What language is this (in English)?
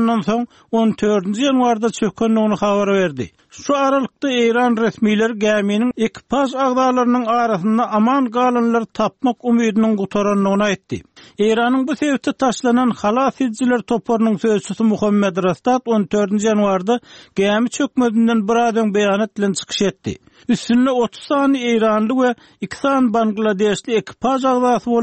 Turkmen